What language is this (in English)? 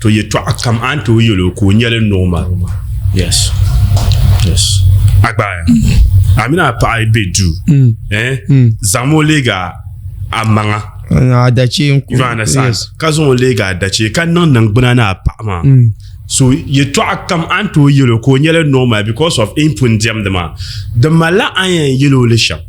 Dagbani